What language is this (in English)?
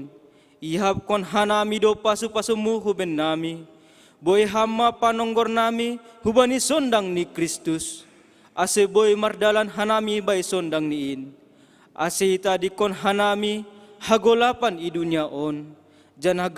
Batak Simalungun